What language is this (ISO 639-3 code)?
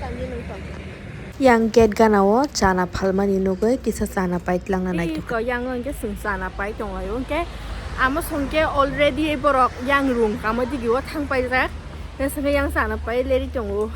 trp